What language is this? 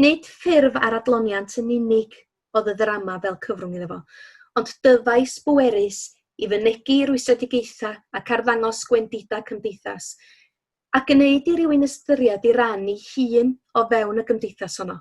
Welsh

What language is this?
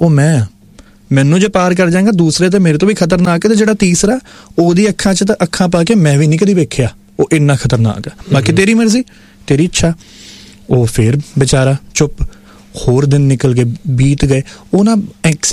Punjabi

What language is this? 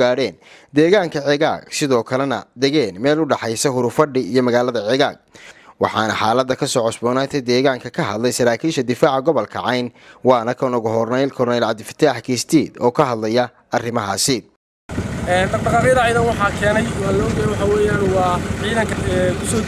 Somali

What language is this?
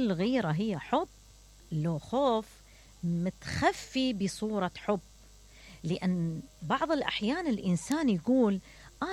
Mesopotamian Arabic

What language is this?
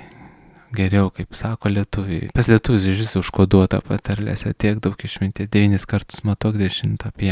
Lithuanian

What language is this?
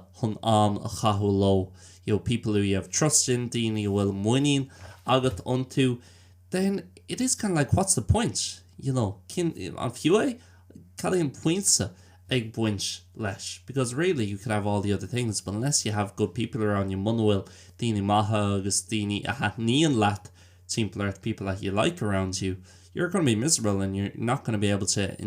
Irish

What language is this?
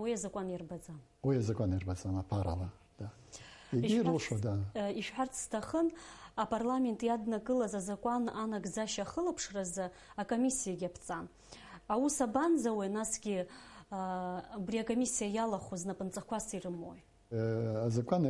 Abkhazian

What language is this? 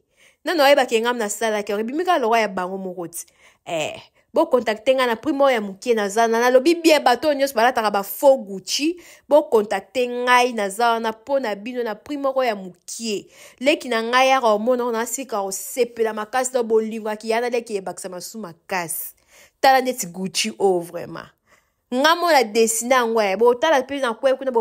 Lingala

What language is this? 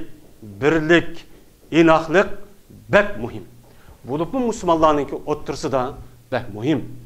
Uyghur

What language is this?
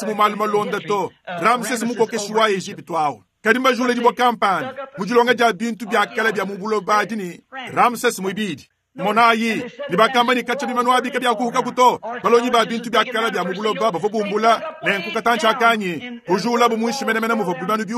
Luba-Lulua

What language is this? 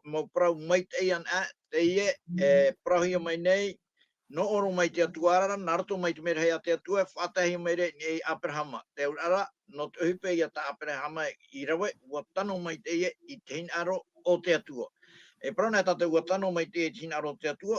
Tahitian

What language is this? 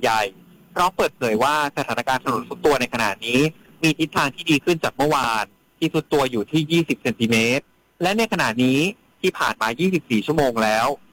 Thai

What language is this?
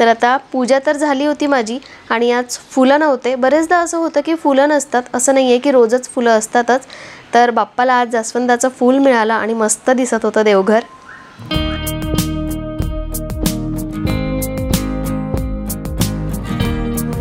Marathi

